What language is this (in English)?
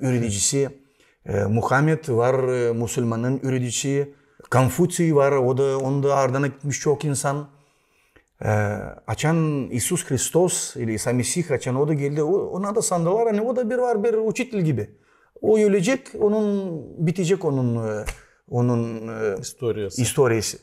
Gagauz